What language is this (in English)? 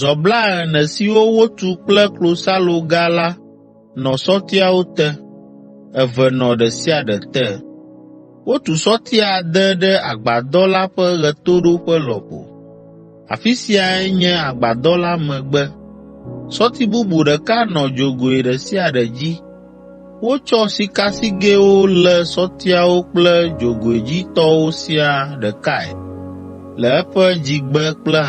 Ewe